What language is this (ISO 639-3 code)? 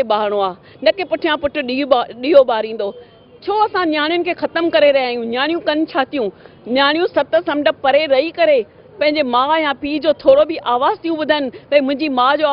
snd